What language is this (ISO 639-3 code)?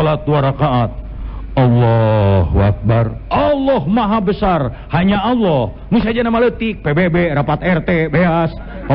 sun